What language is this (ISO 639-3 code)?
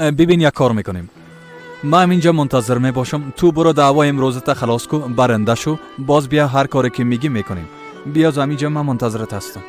fas